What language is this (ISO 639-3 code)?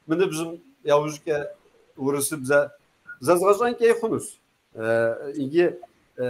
kbd